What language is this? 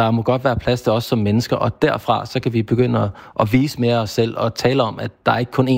Danish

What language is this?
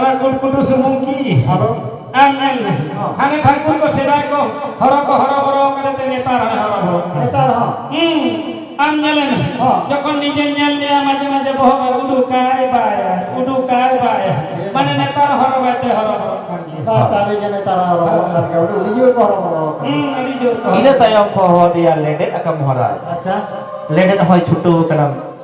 Santali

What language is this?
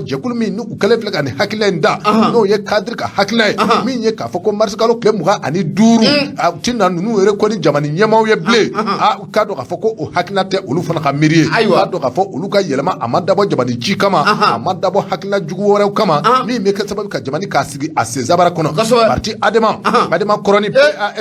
Bambara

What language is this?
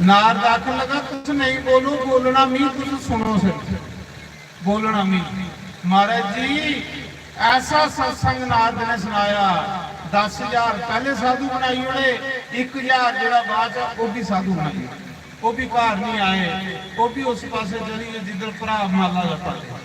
Dogri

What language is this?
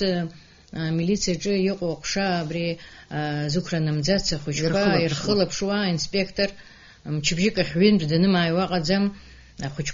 Abkhazian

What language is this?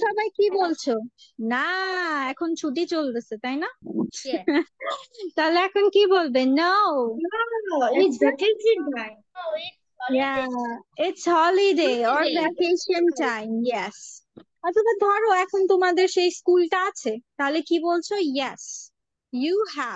Bangla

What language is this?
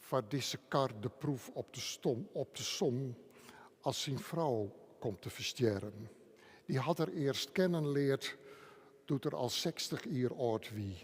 Western Frisian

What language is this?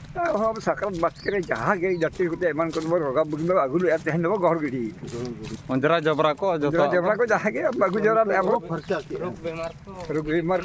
Santali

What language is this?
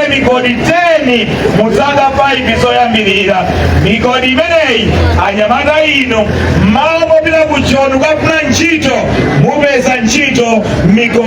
Nyanja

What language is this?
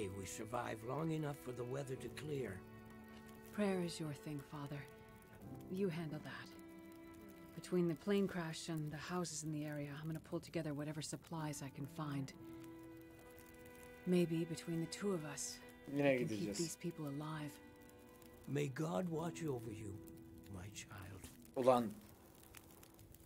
Turkish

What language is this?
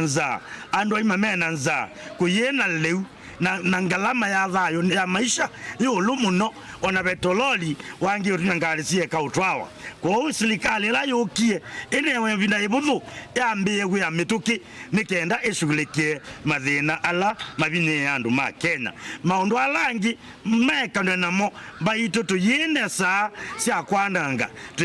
Kamba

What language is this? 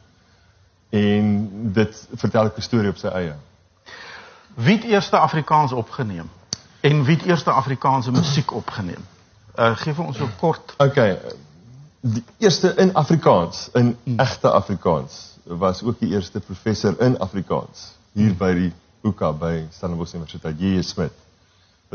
Afrikaans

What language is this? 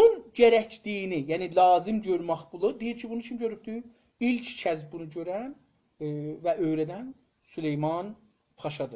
South Azerbaijani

